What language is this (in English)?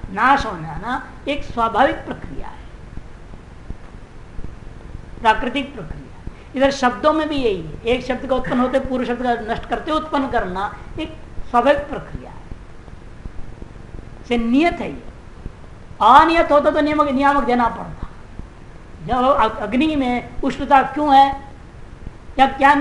Hindi